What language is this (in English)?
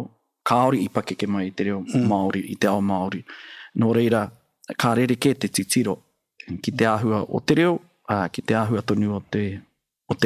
Māori